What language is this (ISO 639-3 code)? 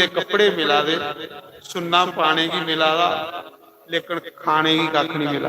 doi